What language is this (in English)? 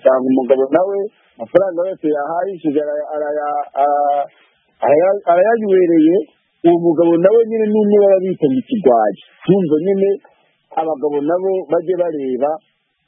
Kinyarwanda